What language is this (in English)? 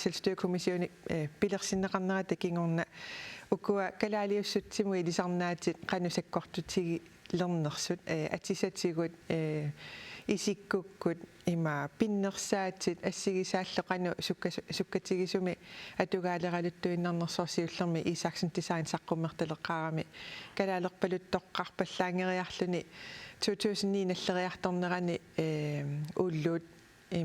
Kalaallisut